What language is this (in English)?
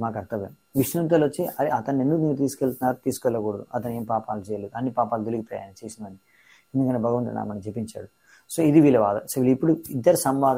Telugu